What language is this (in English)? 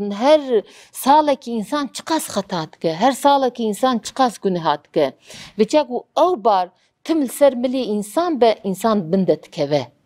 Kurdish